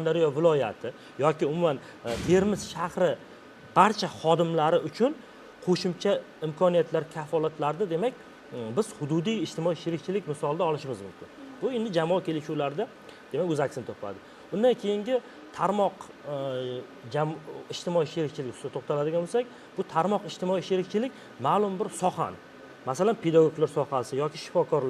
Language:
Uzbek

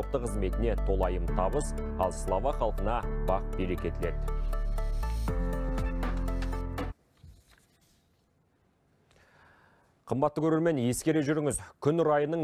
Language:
Kazakh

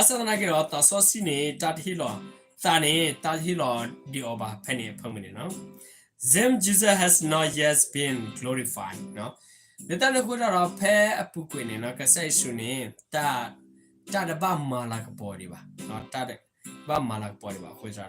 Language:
S'gaw Karen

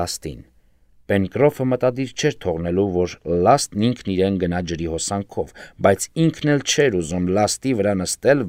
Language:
Armenian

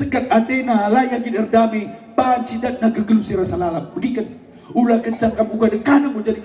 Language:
Batak Karo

